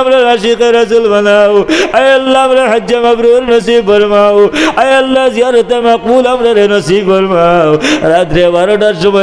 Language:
Sylheti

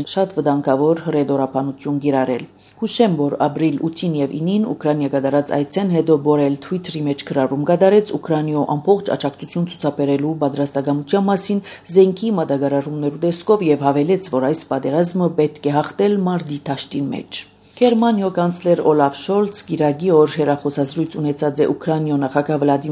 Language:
Armenian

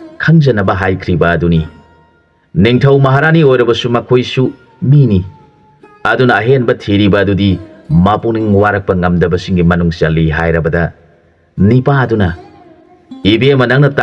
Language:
Manipuri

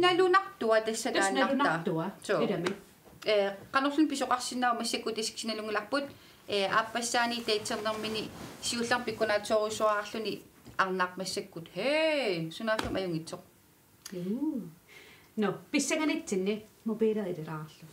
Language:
Kalaallisut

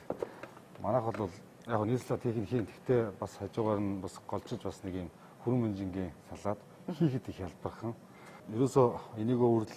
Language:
Mongolian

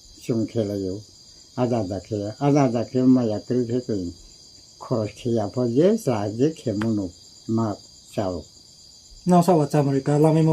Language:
Riang (India)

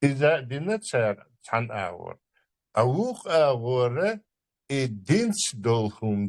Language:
Chechen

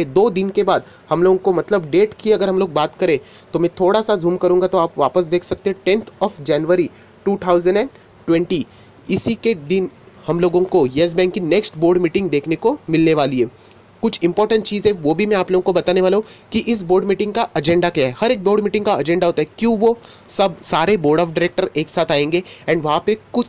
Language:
Hindi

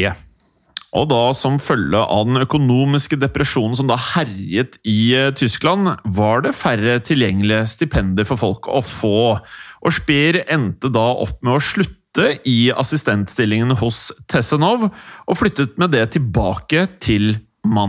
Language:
Norwegian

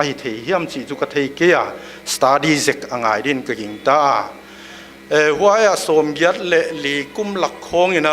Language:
Paite Chin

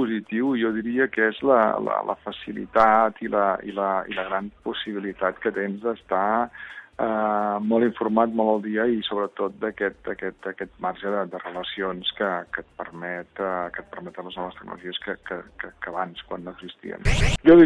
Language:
Catalan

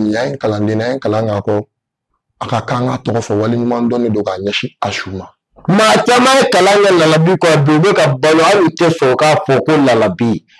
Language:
Bambara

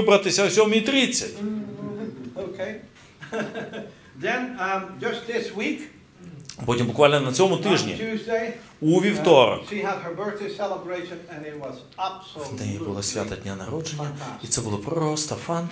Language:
Ukrainian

